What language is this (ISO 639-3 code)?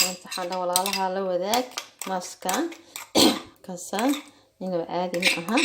som